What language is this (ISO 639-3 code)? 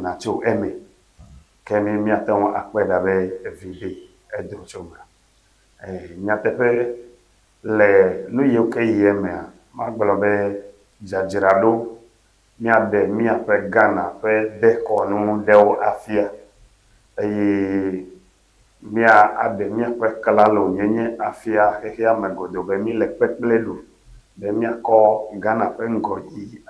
ewe